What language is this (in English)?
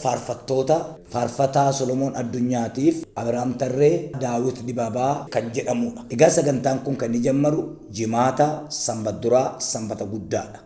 Oromo